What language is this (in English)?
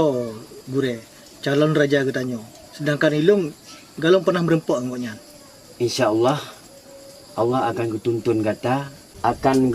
Achinese